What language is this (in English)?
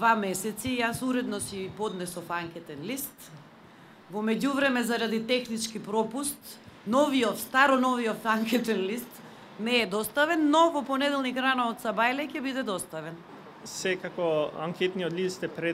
Macedonian